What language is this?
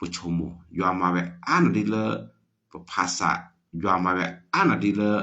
S'gaw Karen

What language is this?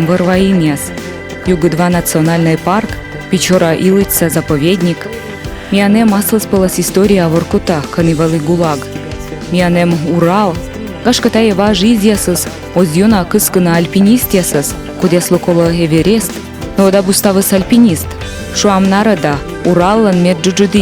Komi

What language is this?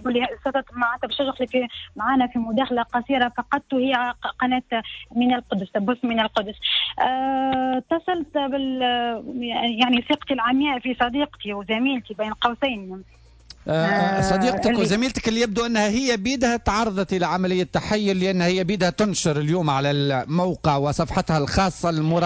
Tunisian Arabic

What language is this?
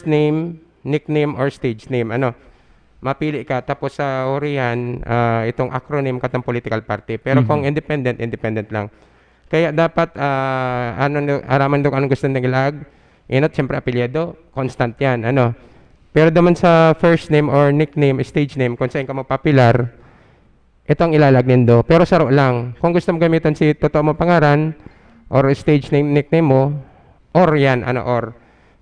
Bikol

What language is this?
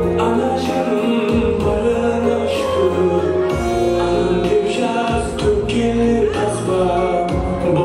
Kara-Kalpak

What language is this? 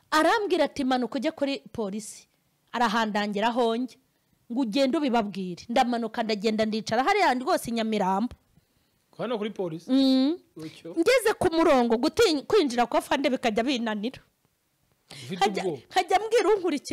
Kinyarwanda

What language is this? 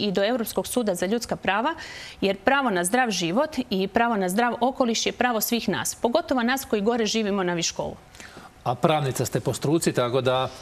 Croatian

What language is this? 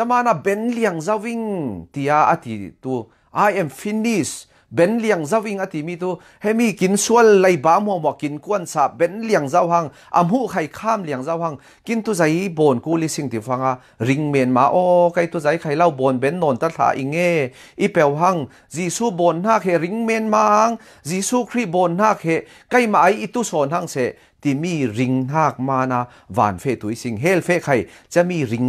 Falam Chin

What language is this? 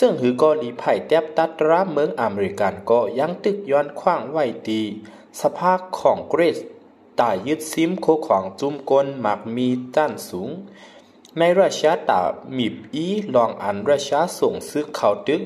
Shan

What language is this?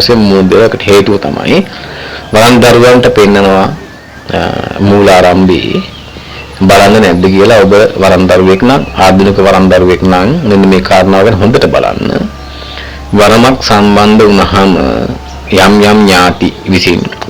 Sinhala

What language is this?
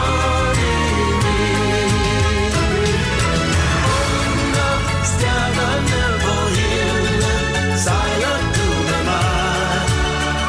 Danish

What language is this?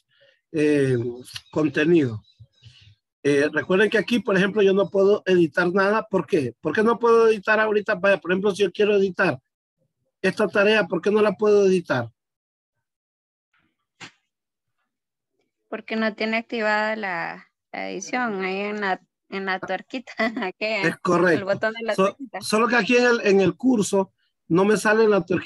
Spanish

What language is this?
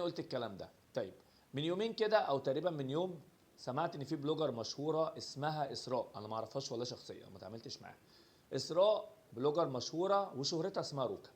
Egyptian Arabic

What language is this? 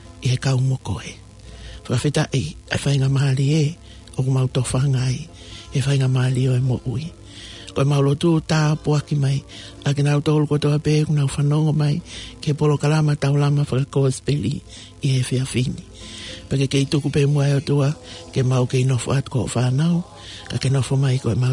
Tongan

